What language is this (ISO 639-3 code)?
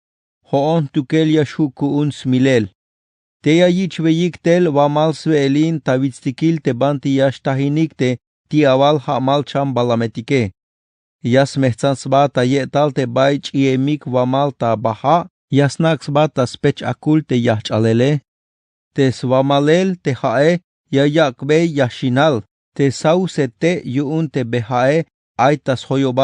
tzh